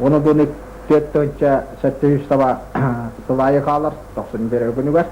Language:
Yakut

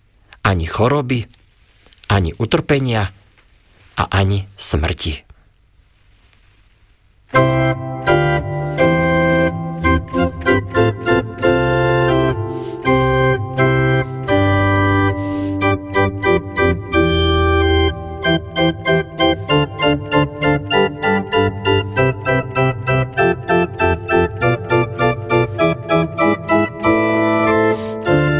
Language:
Slovak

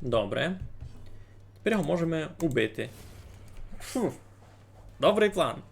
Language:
Rusyn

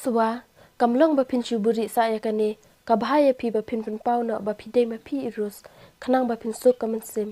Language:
Khasi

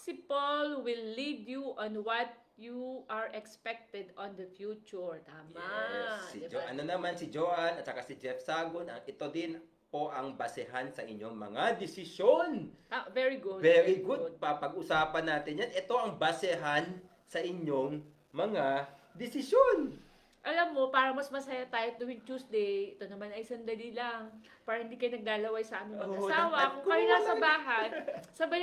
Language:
Filipino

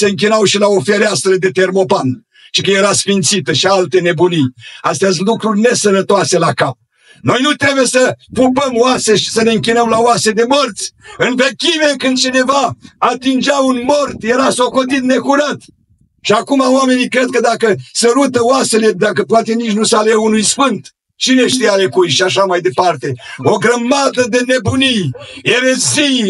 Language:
Romanian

